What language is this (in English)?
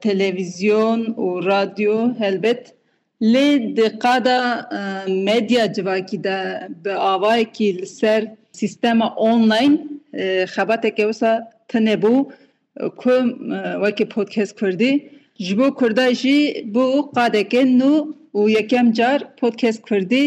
Kurdish